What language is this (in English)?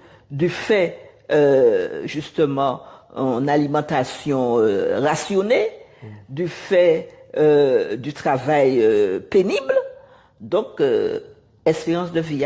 Guadeloupean Creole French